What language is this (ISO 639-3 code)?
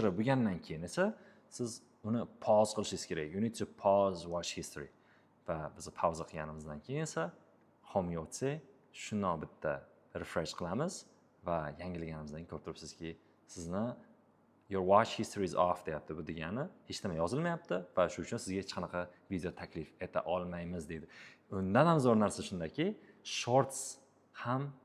uzb